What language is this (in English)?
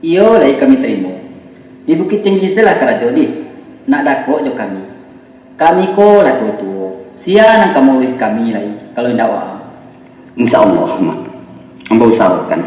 Minangkabau